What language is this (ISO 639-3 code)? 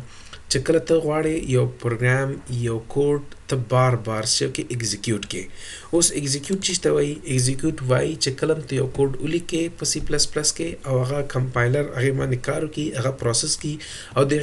pus